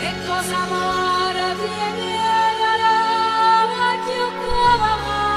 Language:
Neapolitan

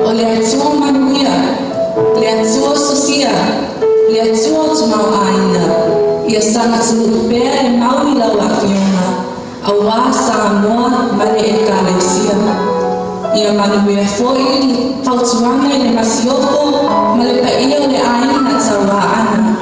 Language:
Samoan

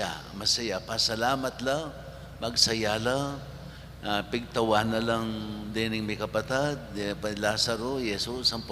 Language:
Pampanga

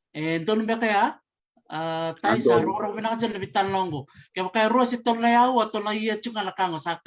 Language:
Fijian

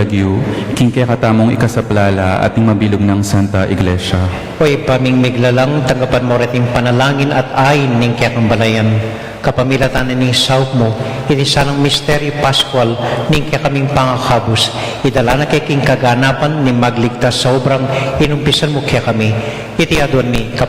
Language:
Pampanga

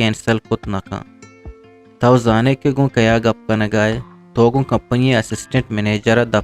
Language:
Eastern Balochi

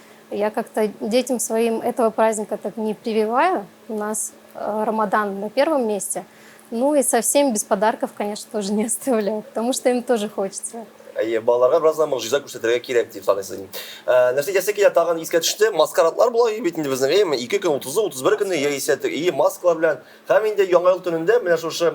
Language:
Tatar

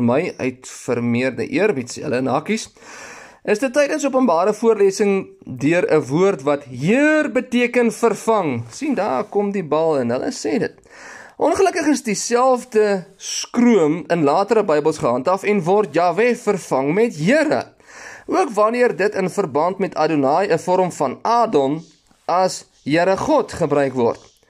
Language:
Afrikaans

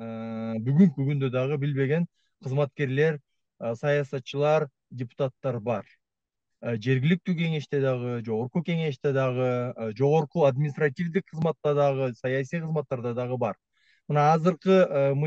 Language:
Kyrgyz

